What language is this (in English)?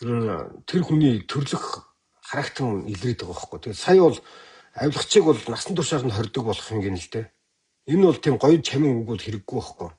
Mongolian